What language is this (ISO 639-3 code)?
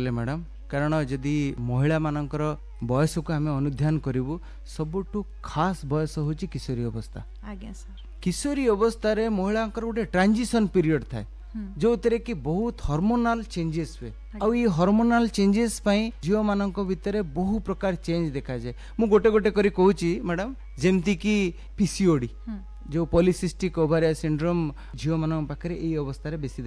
ori